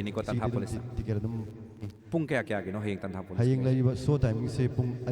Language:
Manipuri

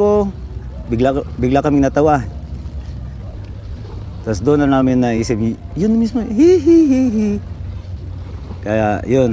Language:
Filipino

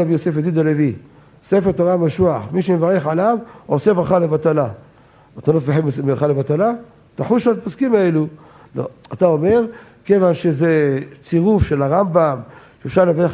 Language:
Hebrew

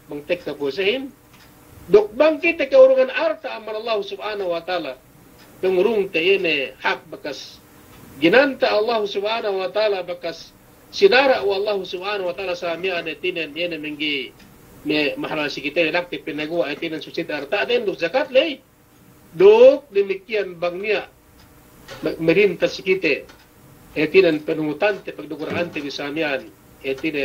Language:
Yakan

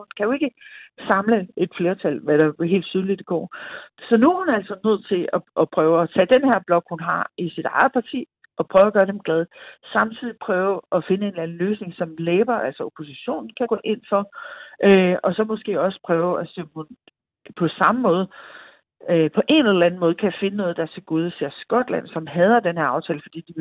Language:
Danish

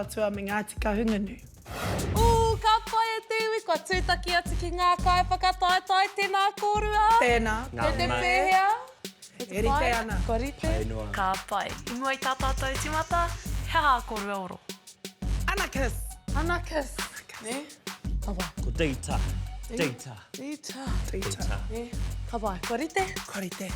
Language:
Māori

